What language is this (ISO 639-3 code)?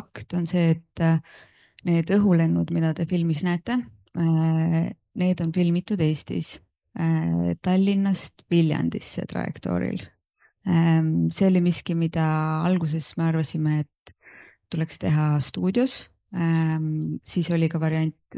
est